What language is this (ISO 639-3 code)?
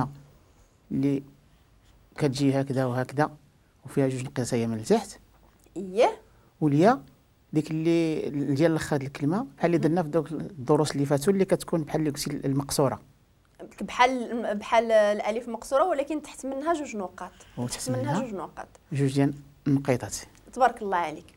ary